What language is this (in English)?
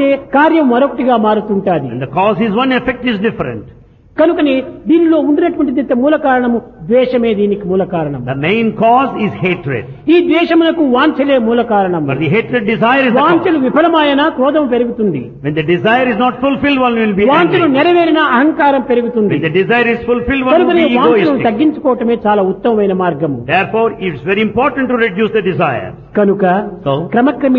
Telugu